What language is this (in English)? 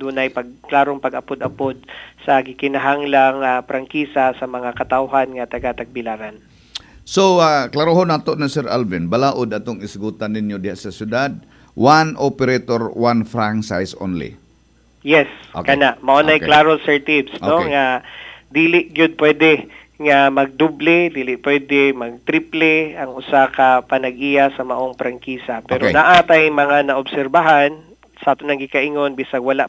Cebuano